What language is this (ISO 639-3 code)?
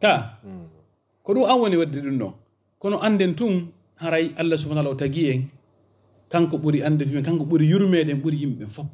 ful